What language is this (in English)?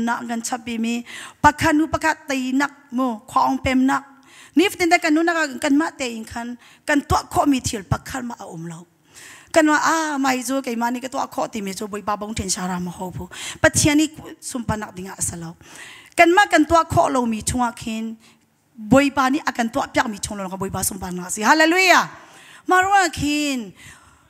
Hakha Chin